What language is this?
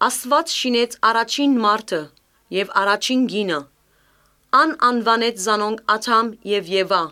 Armenian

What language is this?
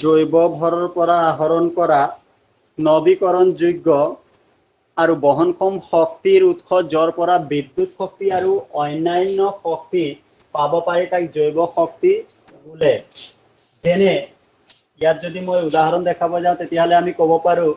Assamese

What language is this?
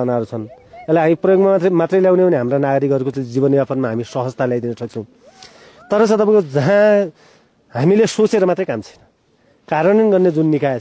Nepali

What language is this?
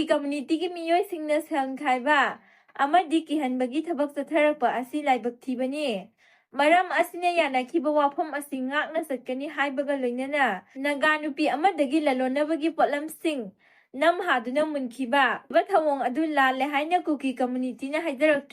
Manipuri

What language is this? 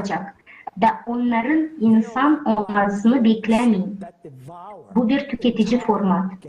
Gagauz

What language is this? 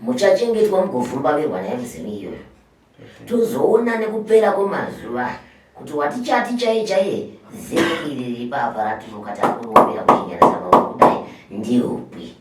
Shona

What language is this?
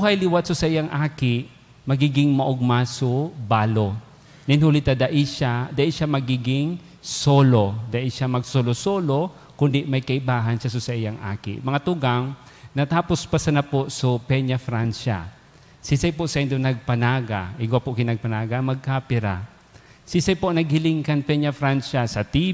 Bikol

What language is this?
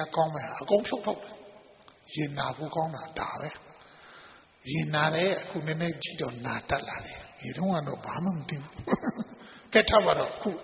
Burmese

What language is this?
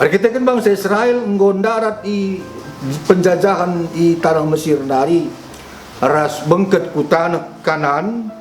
Batak Karo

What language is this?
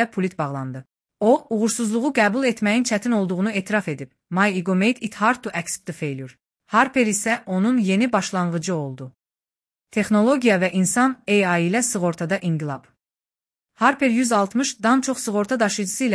Azerbaijani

